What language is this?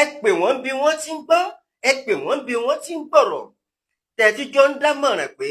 Yoruba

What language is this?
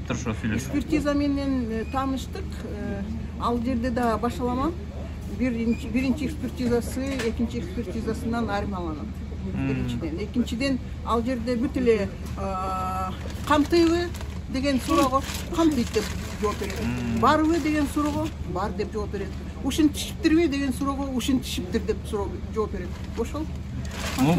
Kyrgyz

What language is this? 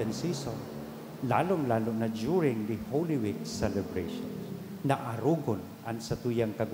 Bikol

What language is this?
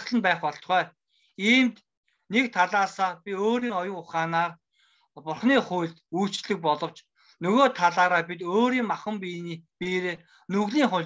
Mongolian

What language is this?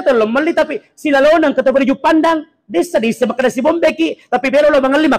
Buginese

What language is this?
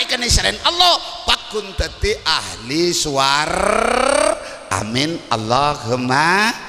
Madurese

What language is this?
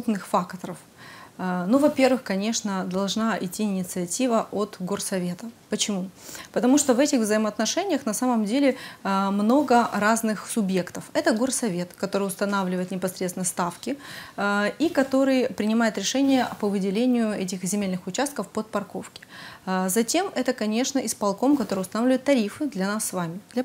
Russian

